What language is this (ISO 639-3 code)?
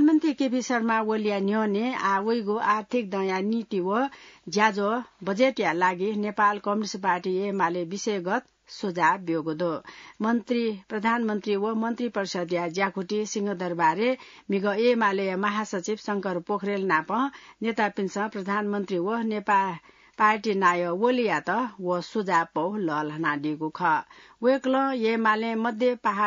new